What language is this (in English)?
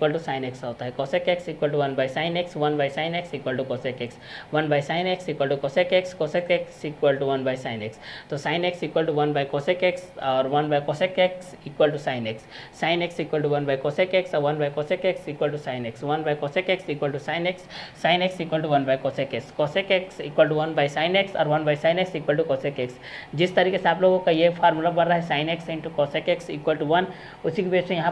Hindi